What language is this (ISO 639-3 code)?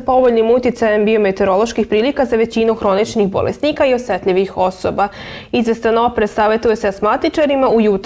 srp